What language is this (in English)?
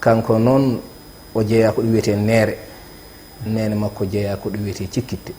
Fula